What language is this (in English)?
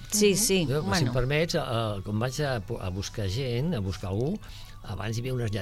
Catalan